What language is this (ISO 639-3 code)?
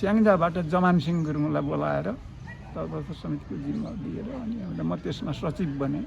nep